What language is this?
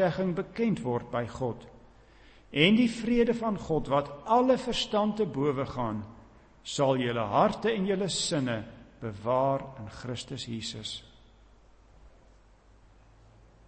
Afrikaans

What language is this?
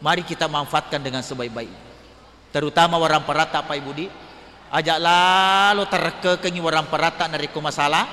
Buginese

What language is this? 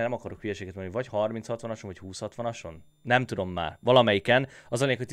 Hungarian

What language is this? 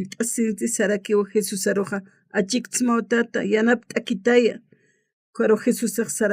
Aymara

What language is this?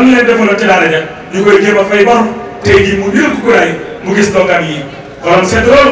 Wolof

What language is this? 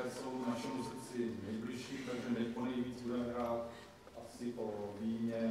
Czech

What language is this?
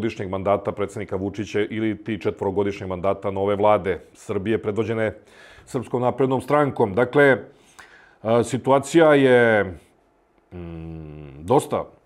Serbian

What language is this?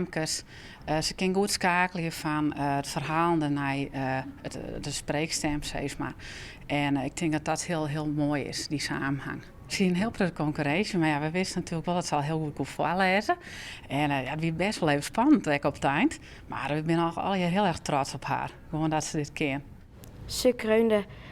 Western Frisian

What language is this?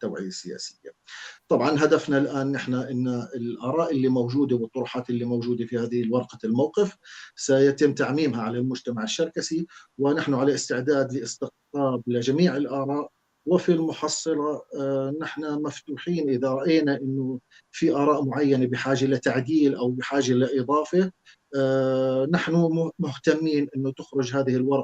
North Levantine Arabic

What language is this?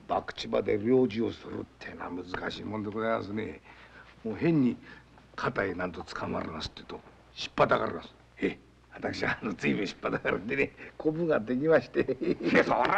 Japanese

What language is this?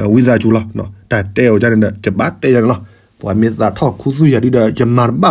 S'gaw Karen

